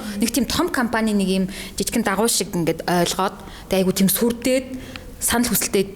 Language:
Mongolian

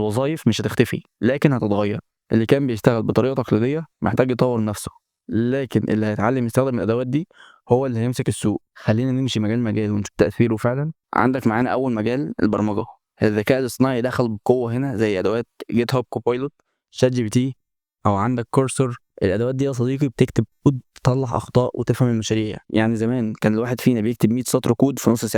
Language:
Egyptian Arabic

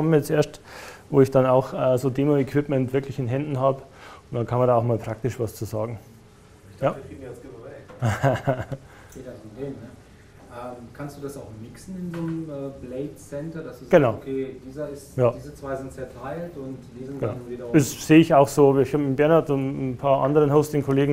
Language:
German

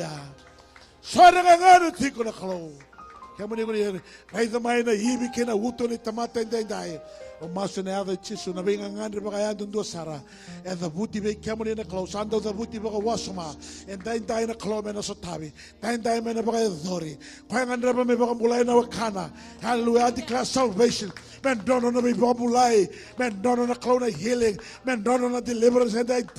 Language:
Fijian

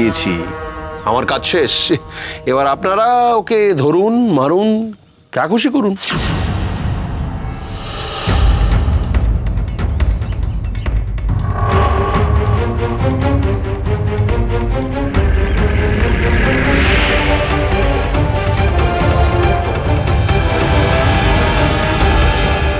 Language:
Bangla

